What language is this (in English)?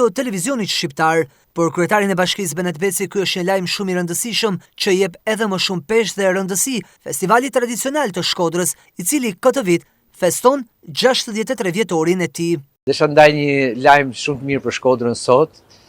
Albanian